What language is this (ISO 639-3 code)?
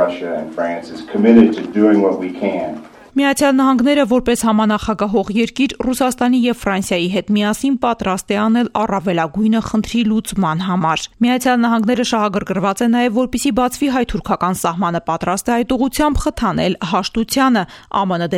hye